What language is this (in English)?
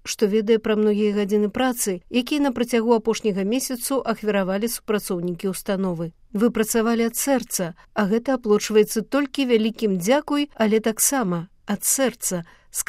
Belarusian